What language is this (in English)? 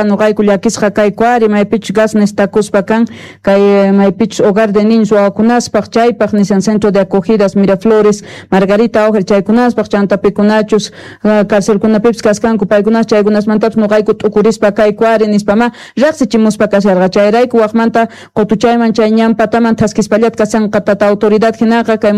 Quechua